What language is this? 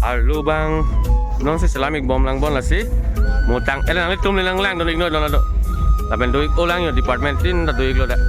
Karbi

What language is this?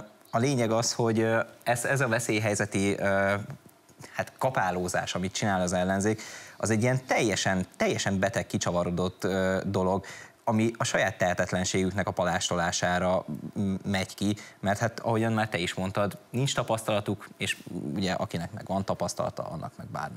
Hungarian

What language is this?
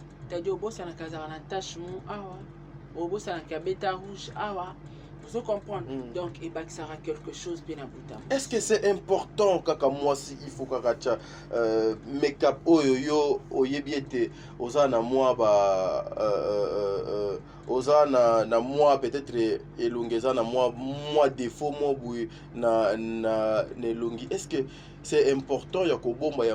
Lingala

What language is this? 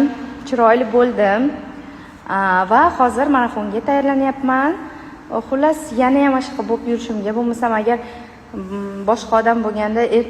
Uzbek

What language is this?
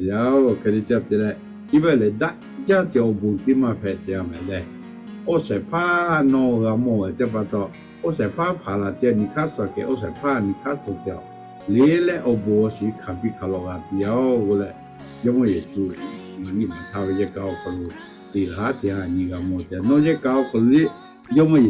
Lahu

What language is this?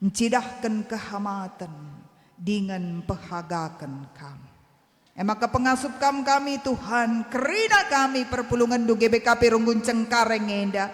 Batak Karo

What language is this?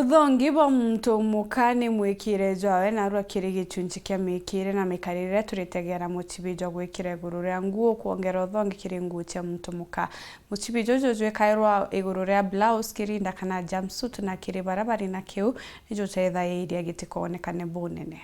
Meru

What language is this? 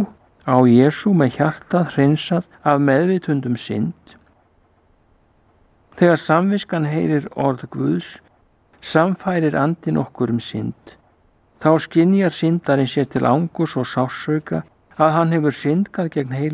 Icelandic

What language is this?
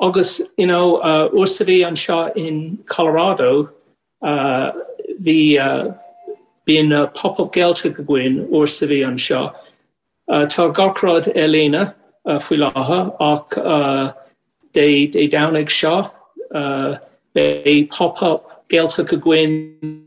Irish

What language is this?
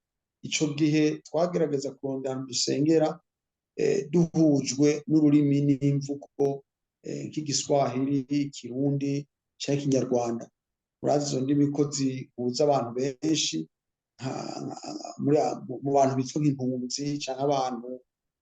Rundi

